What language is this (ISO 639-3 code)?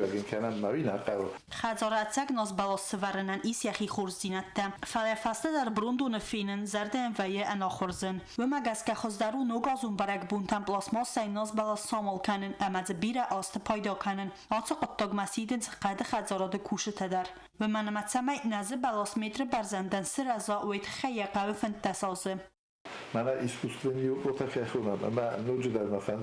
oss